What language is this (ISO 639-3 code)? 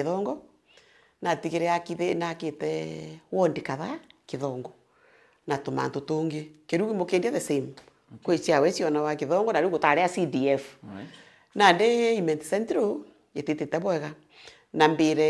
mer